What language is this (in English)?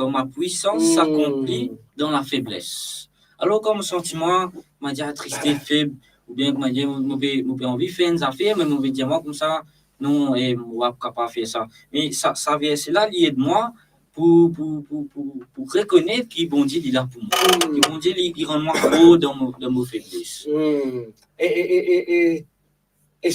Morisyen